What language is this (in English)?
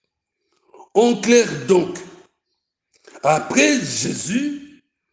French